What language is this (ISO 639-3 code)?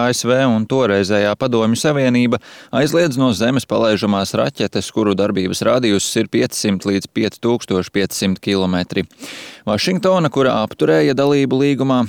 lav